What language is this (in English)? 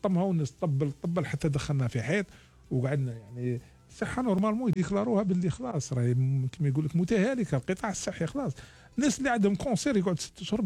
Algerian Arabic